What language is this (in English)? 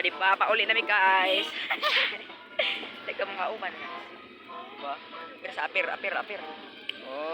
Cebuano